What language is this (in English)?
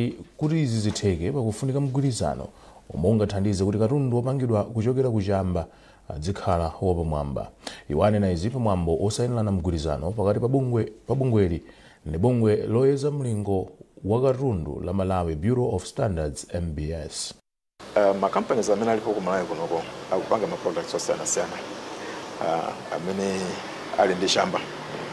Nyanja